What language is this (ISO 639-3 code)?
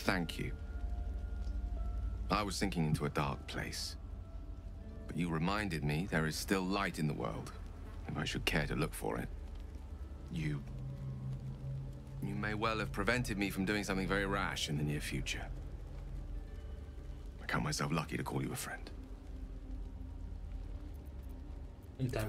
eng